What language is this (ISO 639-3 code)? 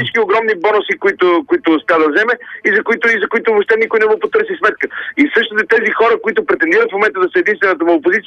bul